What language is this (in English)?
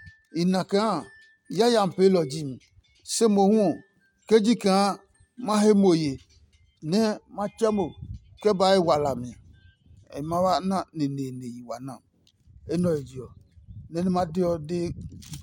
Adangme